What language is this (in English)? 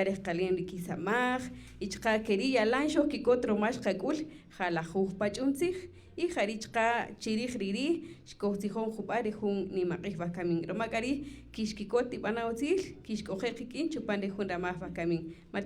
Kaqchikel